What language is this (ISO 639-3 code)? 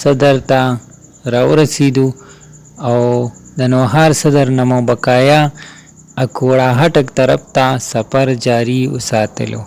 pus